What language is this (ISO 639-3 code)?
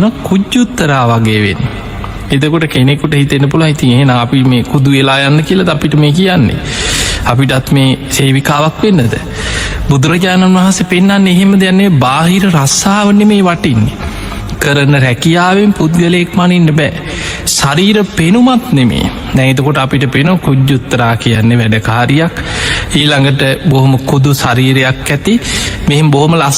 sin